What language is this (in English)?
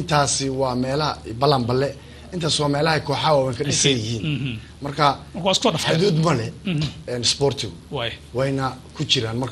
Somali